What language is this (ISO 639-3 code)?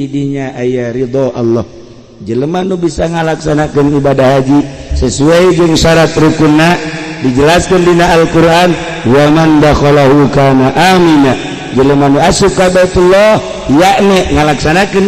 sun